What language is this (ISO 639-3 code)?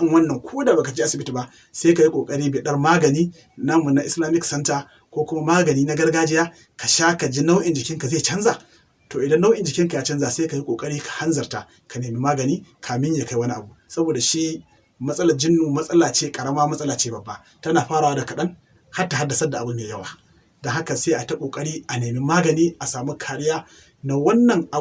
hau